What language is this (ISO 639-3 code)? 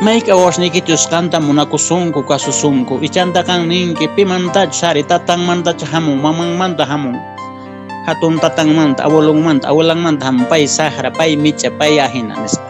que